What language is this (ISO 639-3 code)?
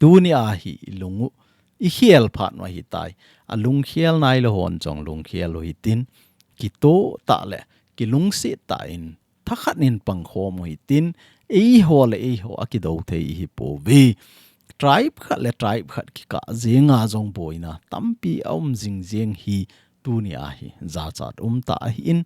tcz